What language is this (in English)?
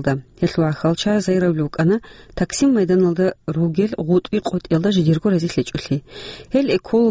Avaric